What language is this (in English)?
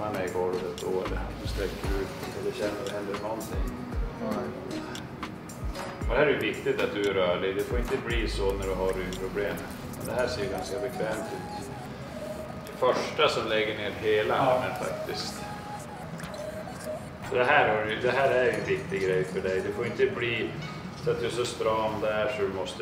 Swedish